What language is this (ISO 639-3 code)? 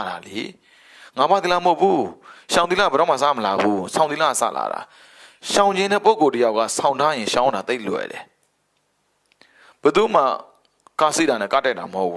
mya